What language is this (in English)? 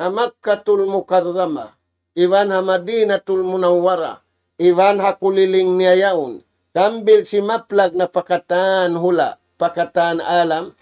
Tausug